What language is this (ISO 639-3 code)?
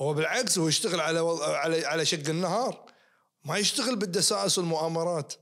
ars